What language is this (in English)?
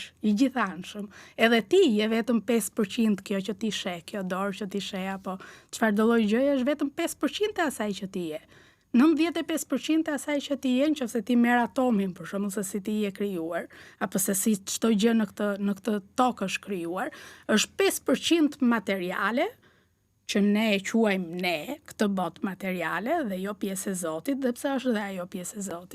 Albanian